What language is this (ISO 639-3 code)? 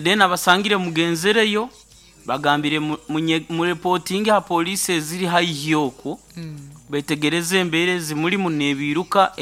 nyo